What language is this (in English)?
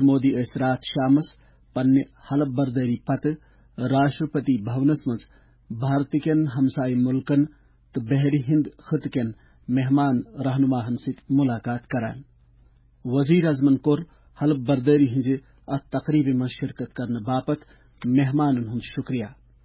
Kashmiri